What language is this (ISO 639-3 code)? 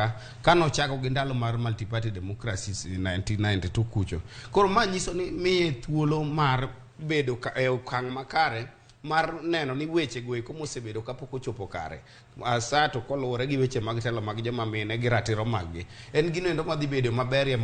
luo